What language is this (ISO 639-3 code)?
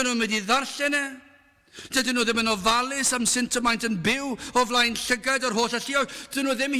cym